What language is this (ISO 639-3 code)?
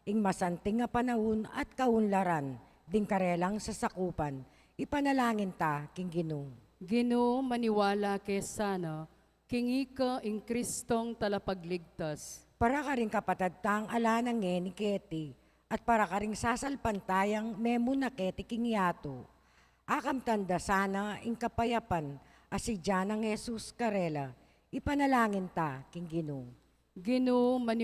pam